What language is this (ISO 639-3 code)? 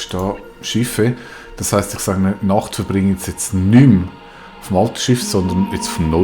gsw